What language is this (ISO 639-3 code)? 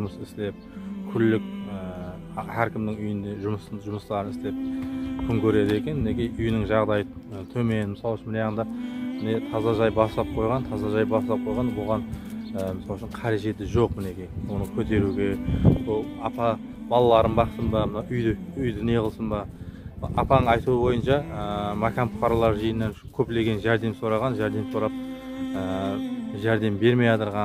kaz